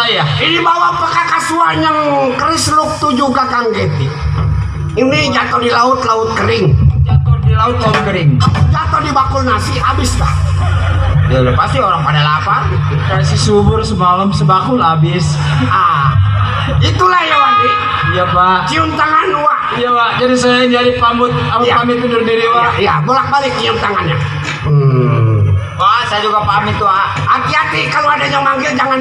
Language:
Betawi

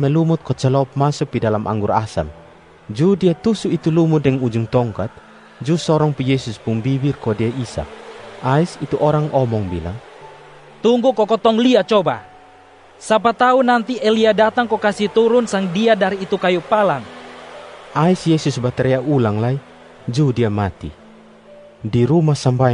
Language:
Kupang Malay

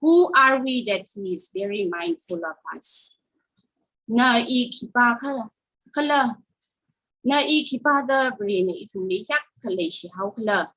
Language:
Tangkhul Naga (India)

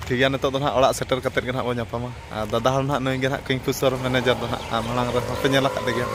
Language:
Santali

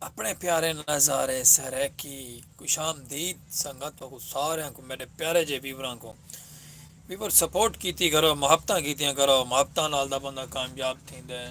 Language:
Saraiki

